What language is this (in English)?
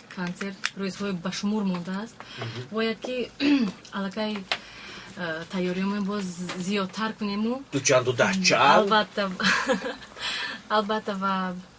Tajik